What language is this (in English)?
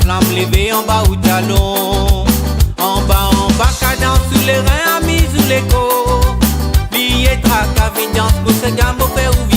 Morisyen